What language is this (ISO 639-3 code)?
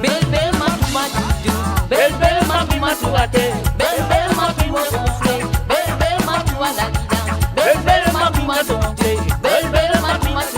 mfe